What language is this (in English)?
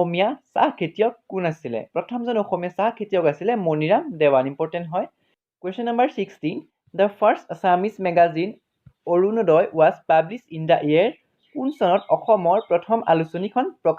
Assamese